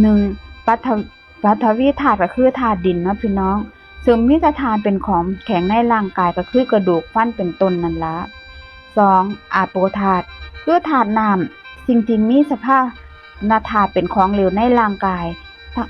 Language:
Lao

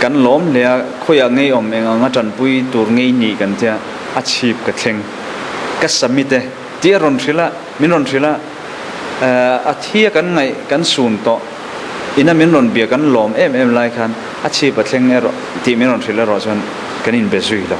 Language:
Mizo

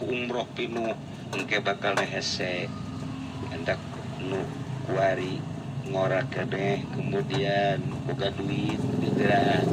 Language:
Sundanese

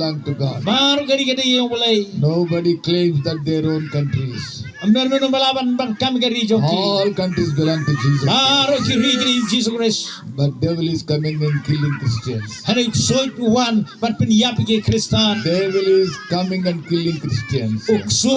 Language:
Khasi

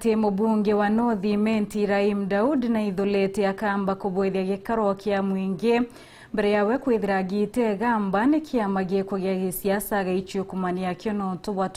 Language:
Meru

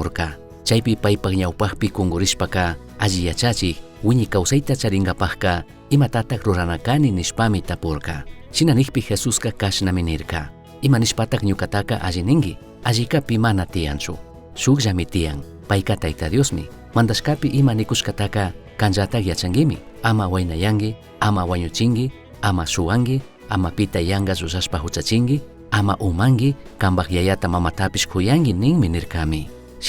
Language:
Chimborazo Highland Quichua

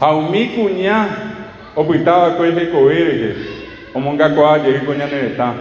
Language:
Guarani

